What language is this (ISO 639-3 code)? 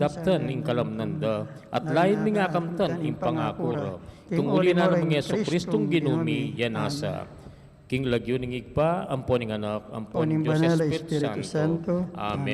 pam